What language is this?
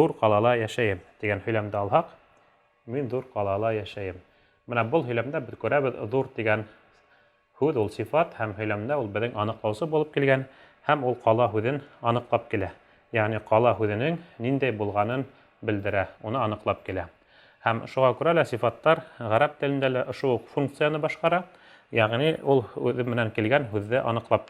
Bashkir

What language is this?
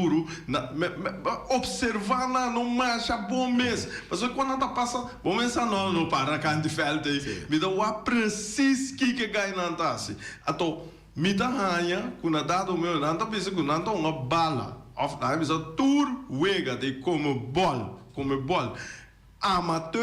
Papiamento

